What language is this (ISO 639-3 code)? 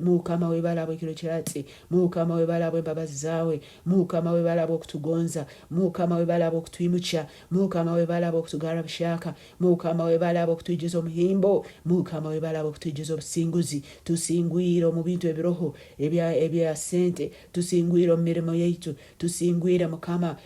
nyo